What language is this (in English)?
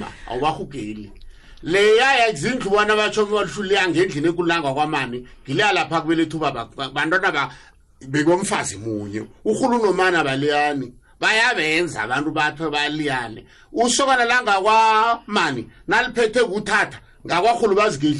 South Ndebele